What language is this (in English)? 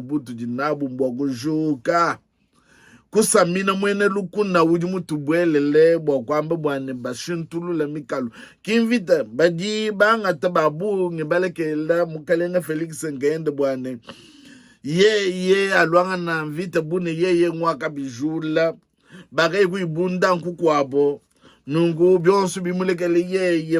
Luba-Lulua